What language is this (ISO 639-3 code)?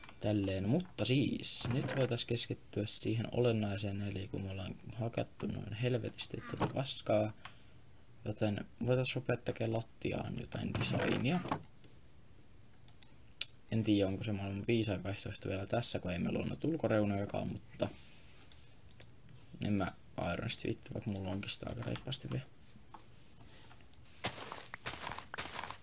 fin